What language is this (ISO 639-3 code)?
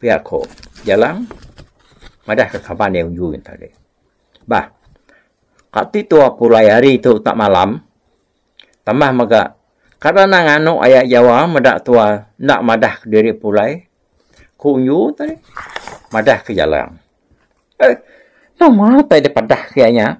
iba